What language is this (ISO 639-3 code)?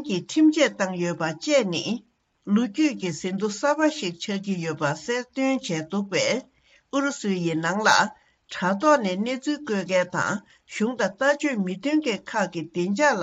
bod